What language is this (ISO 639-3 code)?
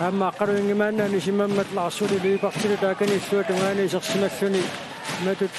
kal